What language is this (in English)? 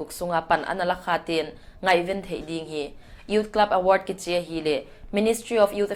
Paite Chin